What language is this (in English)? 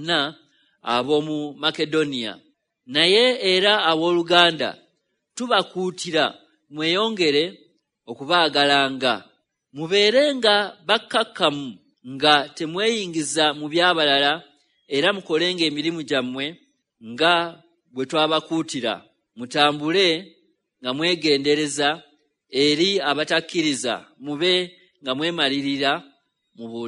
Ganda